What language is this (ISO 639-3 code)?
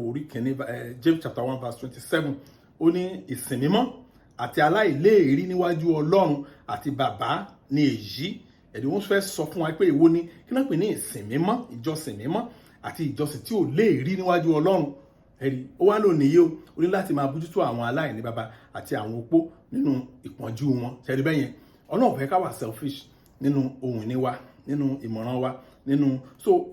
yor